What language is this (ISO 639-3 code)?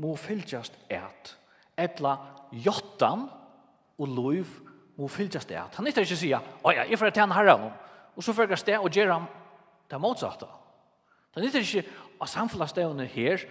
fao